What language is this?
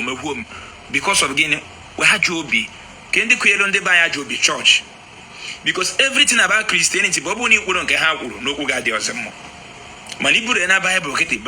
Igbo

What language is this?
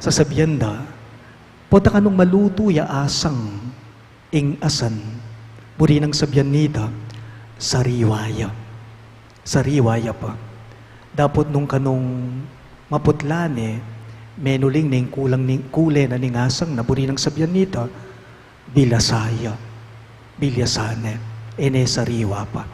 Pampanga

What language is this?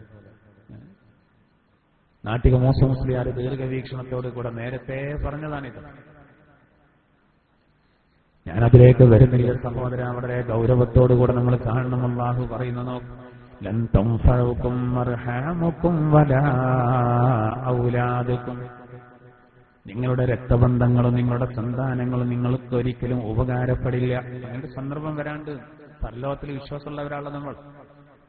Malayalam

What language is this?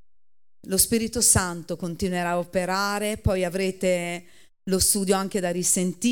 Italian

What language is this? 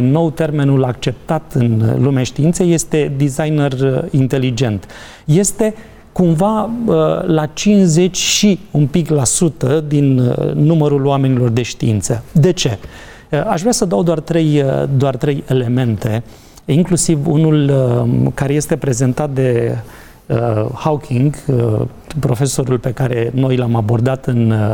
Romanian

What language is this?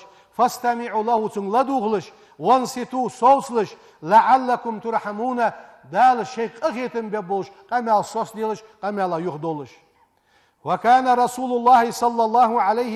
Ingush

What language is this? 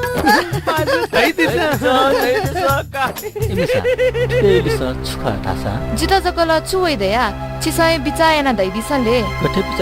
Newari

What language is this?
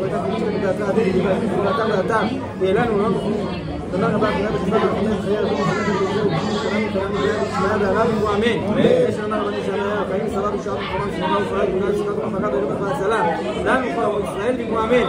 Hebrew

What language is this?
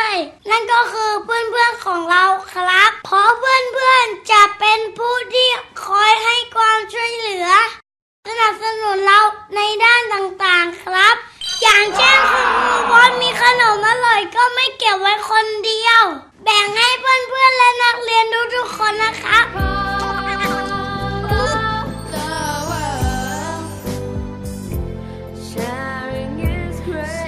Thai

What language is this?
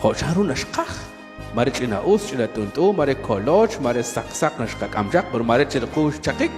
Kekchí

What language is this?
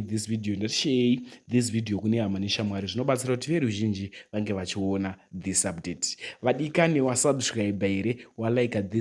Shona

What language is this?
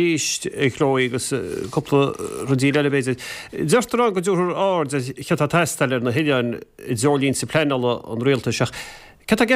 Irish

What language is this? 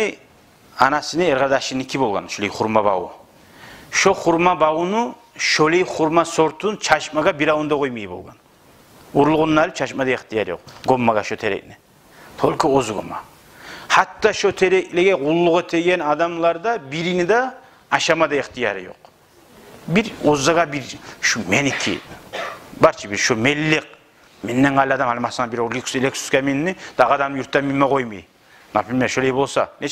Kumyk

